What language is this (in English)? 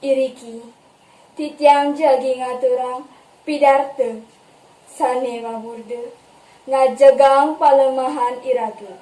Balinese